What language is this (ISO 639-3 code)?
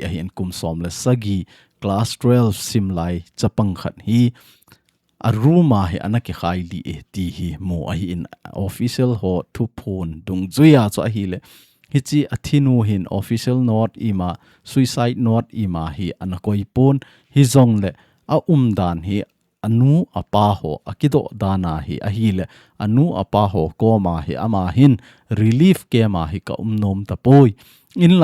tcz